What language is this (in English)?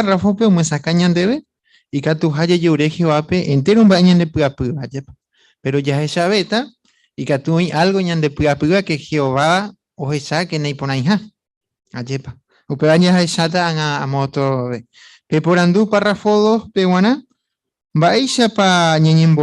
Guarani